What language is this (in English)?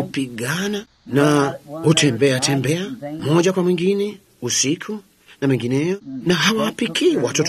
Swahili